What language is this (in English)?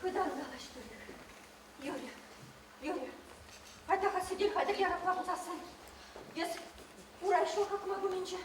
Chuvash